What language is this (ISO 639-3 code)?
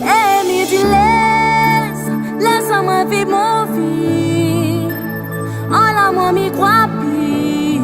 rcf